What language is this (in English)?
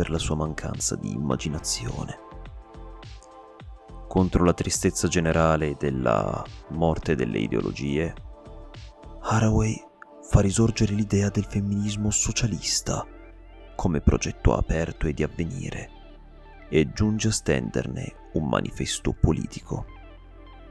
Italian